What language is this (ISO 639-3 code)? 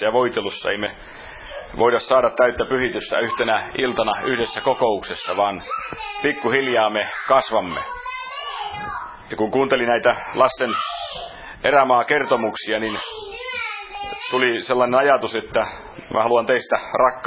fin